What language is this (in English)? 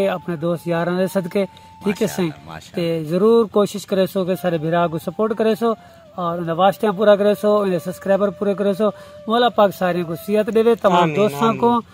Saraiki